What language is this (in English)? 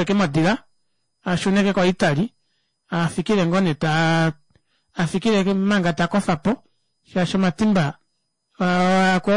Kuanyama